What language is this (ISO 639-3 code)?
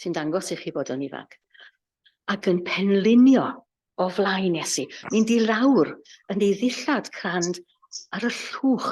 cym